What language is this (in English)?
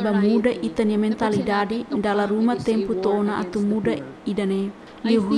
Tetum